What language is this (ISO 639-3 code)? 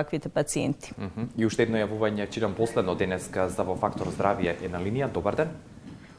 mkd